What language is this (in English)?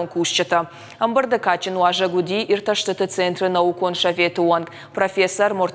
Ossetic